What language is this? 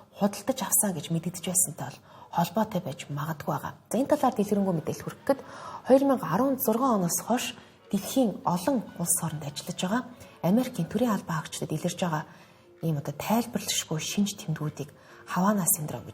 Mongolian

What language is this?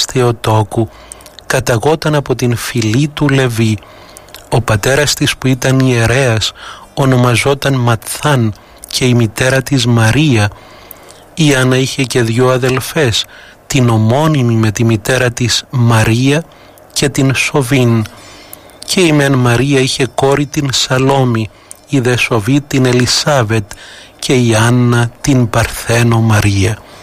Greek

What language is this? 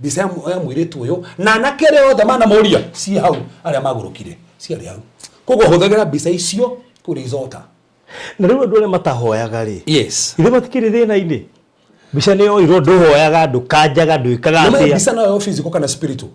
Kikuyu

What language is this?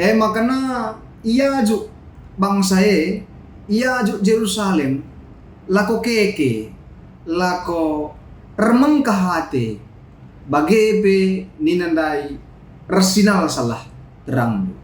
Batak Karo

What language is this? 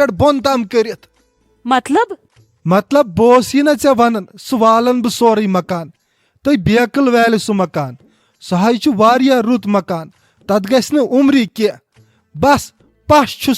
Kashmiri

